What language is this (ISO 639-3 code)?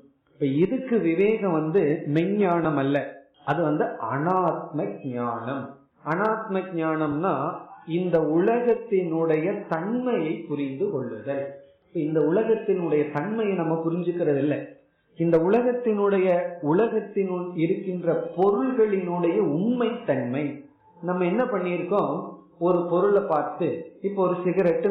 tam